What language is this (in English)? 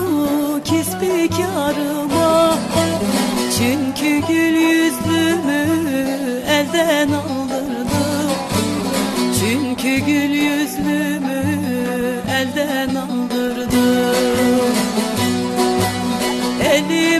Turkish